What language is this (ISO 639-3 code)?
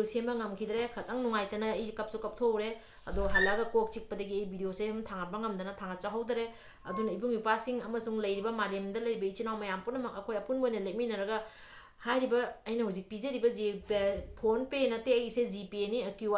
mni